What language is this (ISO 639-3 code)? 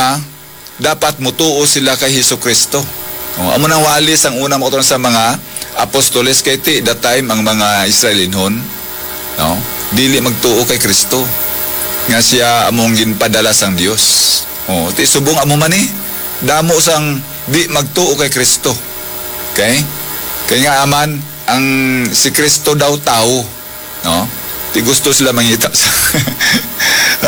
hil